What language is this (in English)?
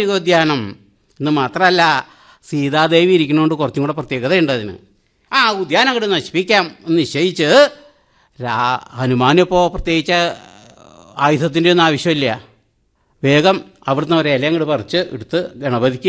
Malayalam